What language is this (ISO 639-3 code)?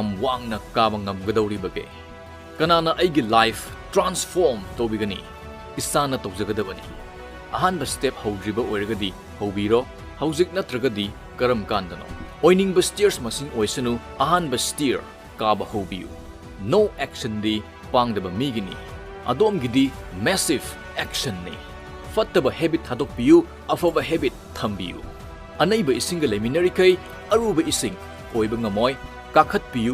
mni